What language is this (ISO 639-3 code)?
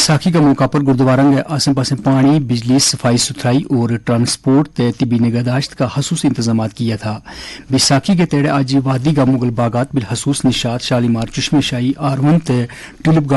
gju